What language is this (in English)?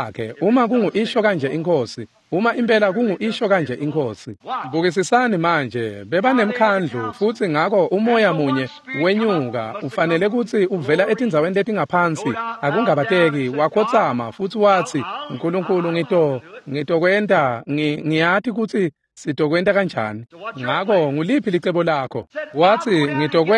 Swati